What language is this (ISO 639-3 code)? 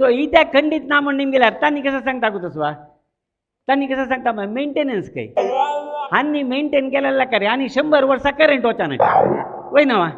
kok